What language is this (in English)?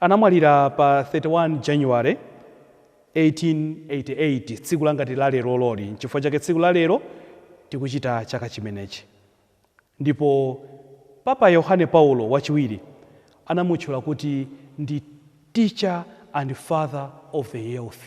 Nyanja